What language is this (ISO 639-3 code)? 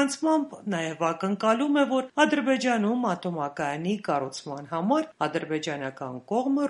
hye